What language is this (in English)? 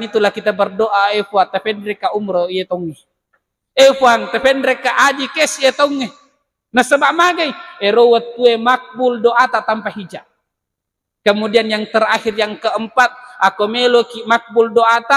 Buginese